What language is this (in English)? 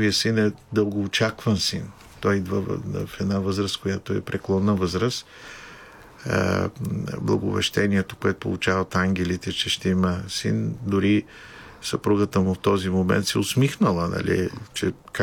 Bulgarian